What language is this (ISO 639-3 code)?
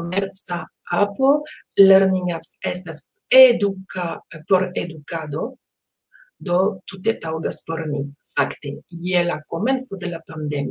epo